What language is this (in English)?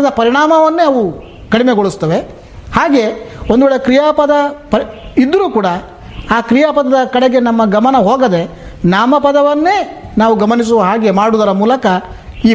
Kannada